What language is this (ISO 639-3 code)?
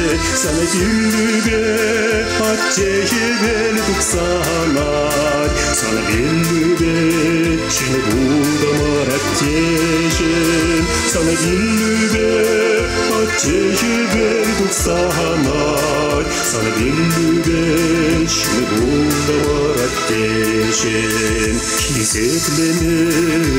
chv